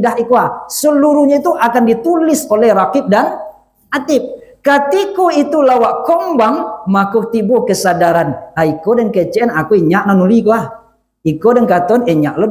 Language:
Minangkabau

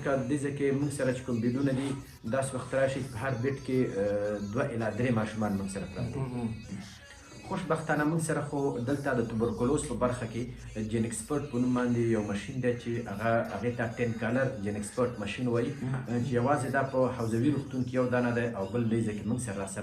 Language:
Pashto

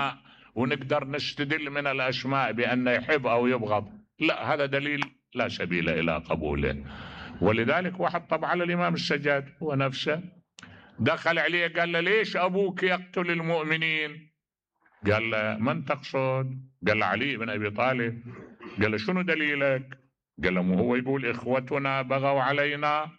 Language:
Mesopotamian Arabic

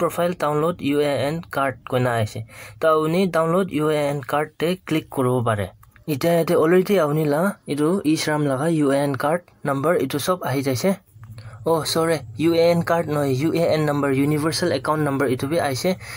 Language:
Naga Pidgin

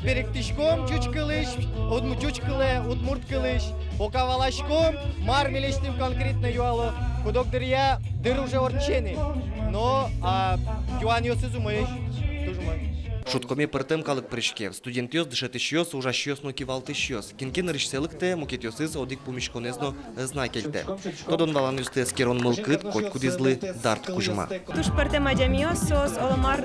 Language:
Udmurt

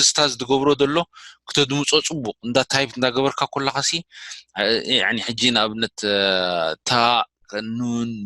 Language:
Tigrinya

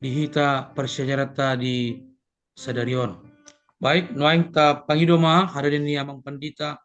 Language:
Batak Toba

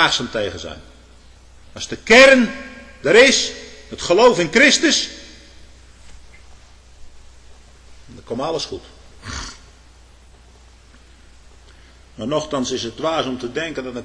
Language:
Dutch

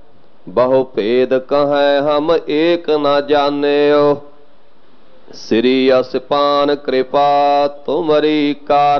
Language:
Punjabi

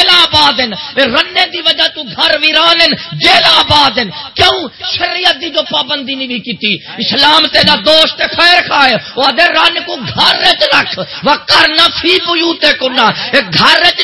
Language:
Saraiki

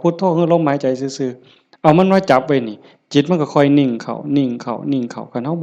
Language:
Northeastern Thai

